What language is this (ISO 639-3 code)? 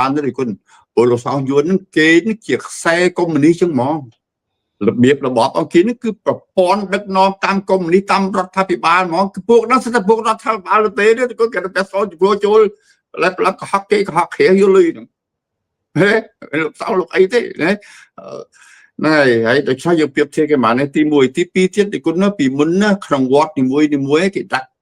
khm